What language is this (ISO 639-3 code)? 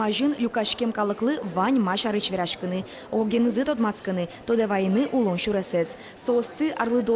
udm